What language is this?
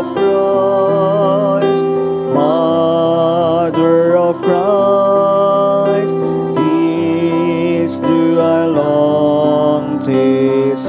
Bikol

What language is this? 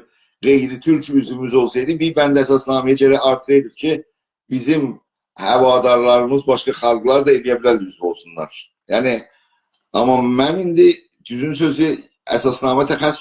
South Azerbaijani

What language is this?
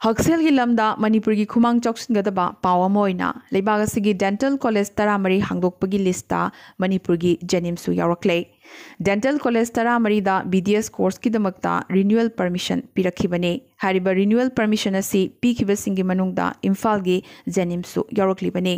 Manipuri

